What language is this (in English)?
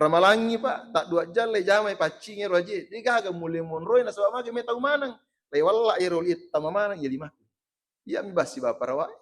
Buginese